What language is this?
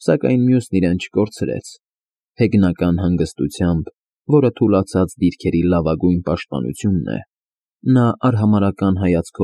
Armenian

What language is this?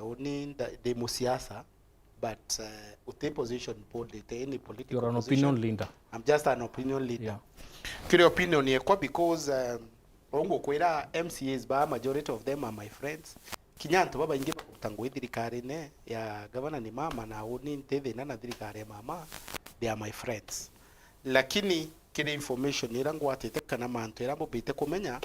Meru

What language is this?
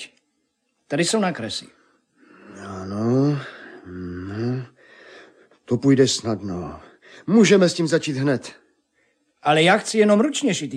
Czech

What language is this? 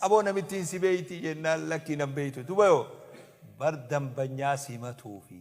Oromo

